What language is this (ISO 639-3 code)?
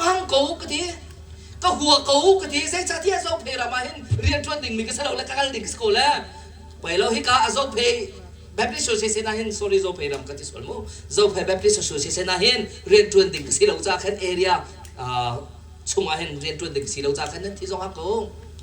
cnh